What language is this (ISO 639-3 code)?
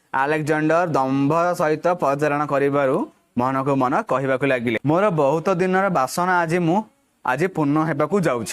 ori